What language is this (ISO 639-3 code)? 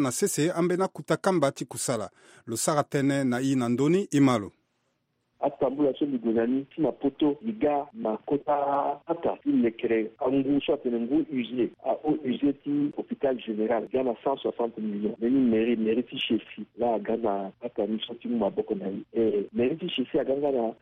sag